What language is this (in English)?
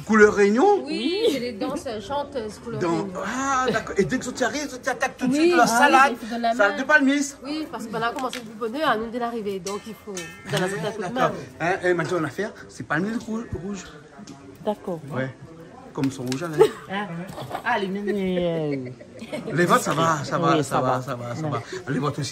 Réunion Creole French